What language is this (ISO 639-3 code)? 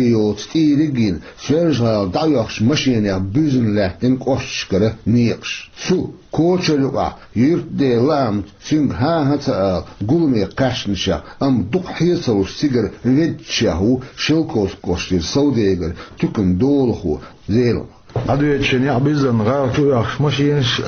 che